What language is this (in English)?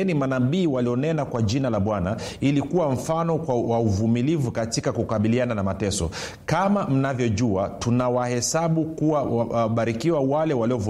Swahili